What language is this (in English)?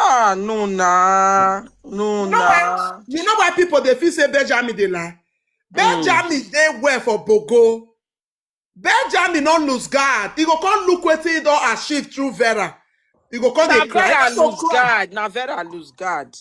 Nigerian Pidgin